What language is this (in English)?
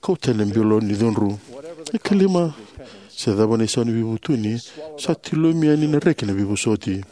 Fijian